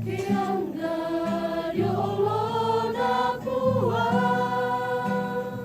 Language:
Toraja-Sa'dan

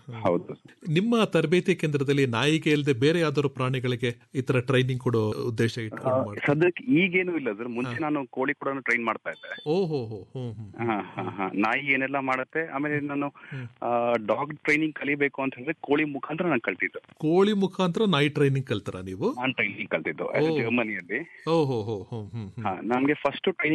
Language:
Kannada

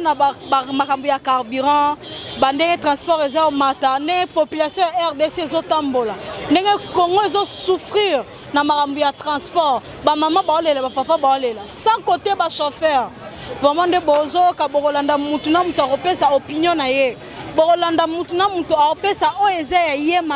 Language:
Lingala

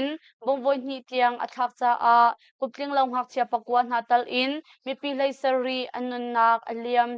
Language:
Hakha Chin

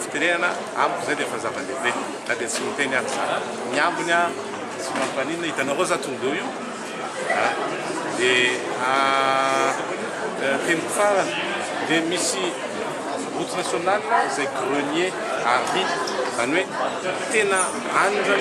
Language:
Malagasy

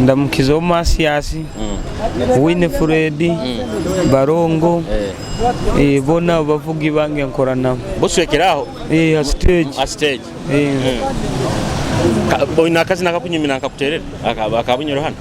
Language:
Nyoro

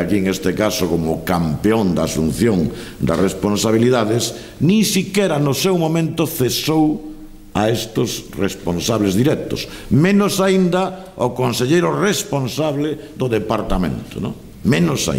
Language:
Galician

